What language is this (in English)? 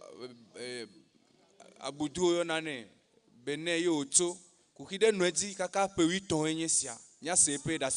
Ewe